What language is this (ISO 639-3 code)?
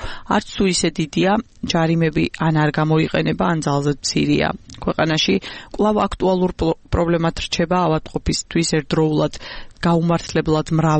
kat